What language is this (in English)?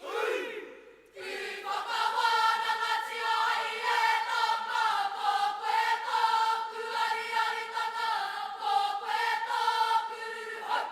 Māori